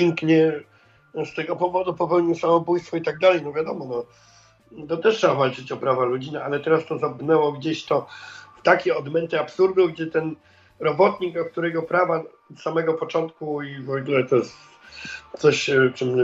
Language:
Polish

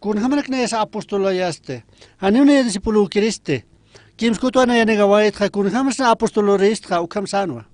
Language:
Aymara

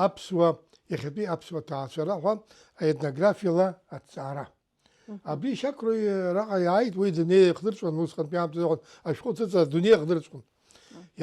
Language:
Abkhazian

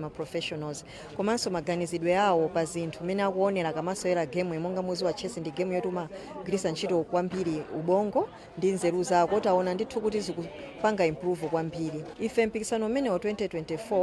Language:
Nyanja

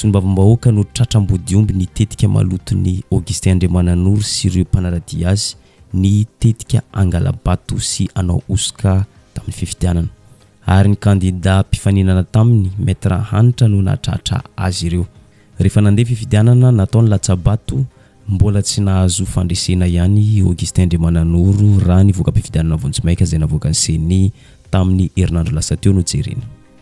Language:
Malagasy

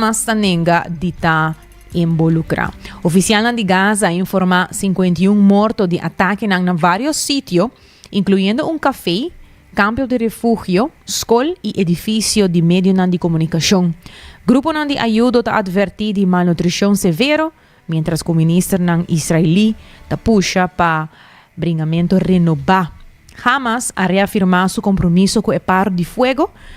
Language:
Papiamento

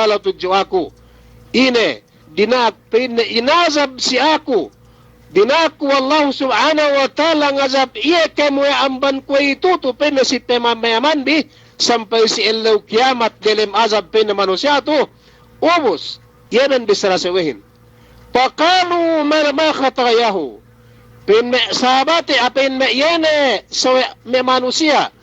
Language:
Yakan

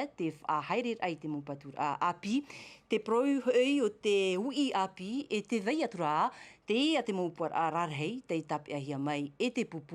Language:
Tahitian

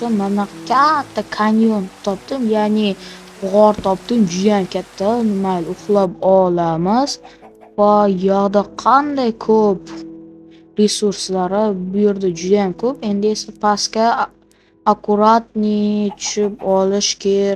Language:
Uzbek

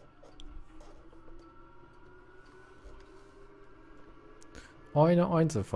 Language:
German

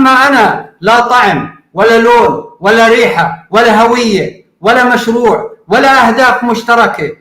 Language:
North Levantine Arabic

